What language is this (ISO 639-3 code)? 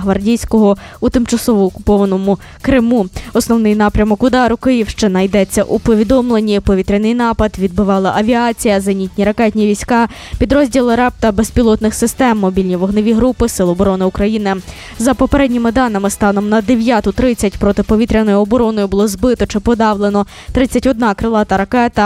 ukr